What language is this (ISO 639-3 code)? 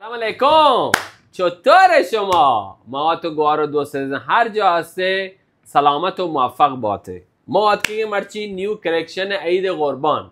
bal